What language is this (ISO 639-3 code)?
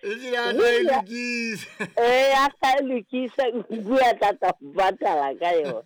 sot